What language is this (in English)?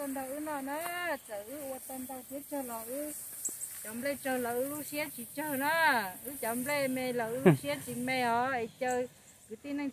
Hmong